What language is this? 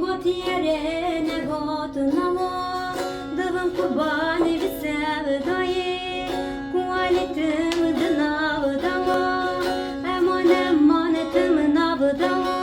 Kurdish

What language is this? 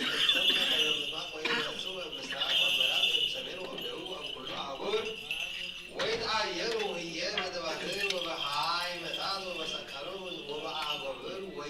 Geez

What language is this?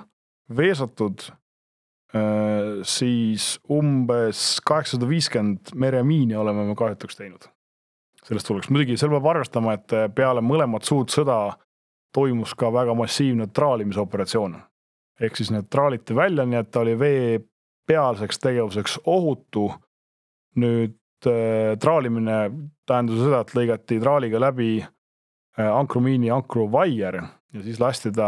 Estonian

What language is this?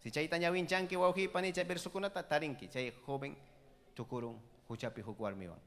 Ayacucho Quechua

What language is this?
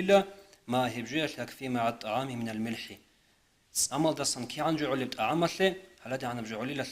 Avaric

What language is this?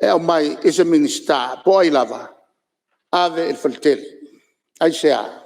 Samoan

